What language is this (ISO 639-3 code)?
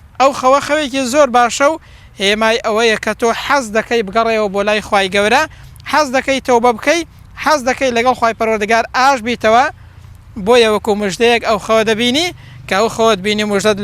ckb